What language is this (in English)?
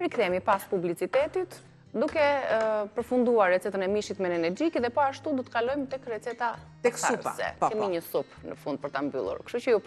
Albanian